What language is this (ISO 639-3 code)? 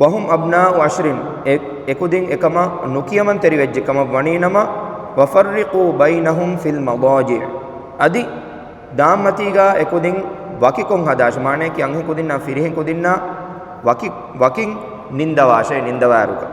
div